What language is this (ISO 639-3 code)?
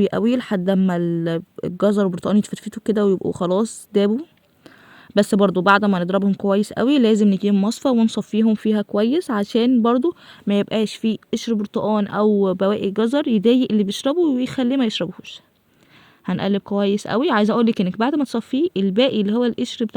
arz